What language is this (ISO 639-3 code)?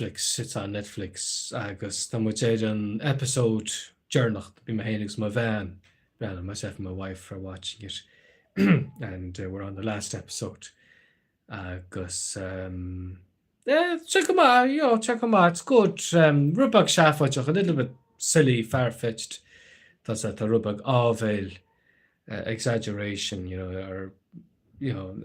gle